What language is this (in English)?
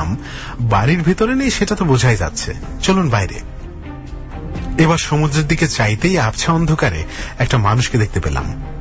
Bangla